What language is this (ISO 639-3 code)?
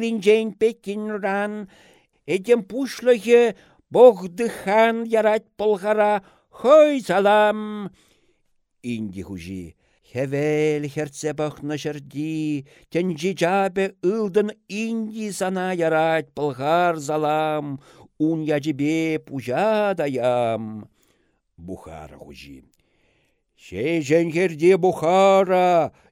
chv